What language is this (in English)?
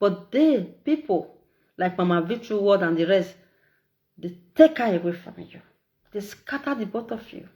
Nigerian Pidgin